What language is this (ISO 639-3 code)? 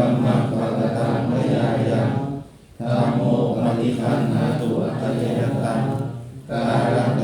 pli